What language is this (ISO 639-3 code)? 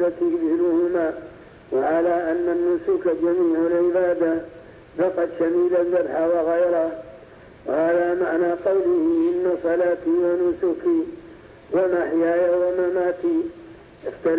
ara